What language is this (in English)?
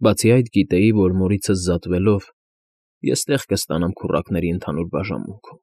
Armenian